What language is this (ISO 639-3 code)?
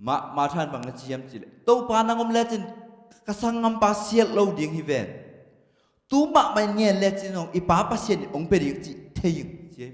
ctd